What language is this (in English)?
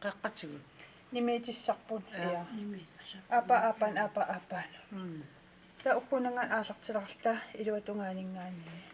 Kalaallisut